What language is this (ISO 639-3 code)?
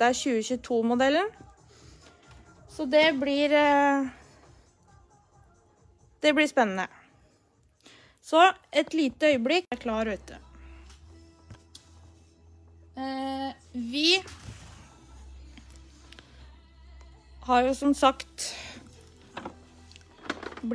nor